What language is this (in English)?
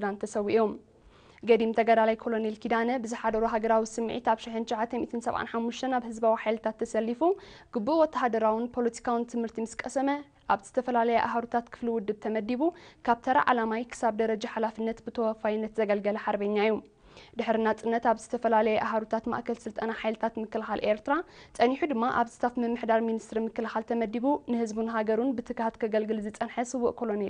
Tigrinya